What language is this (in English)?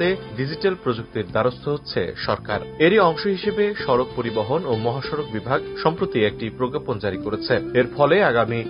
Bangla